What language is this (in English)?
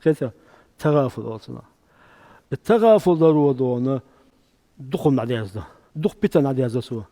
Chechen